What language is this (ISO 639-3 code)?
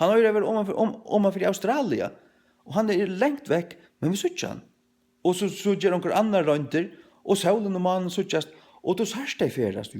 fao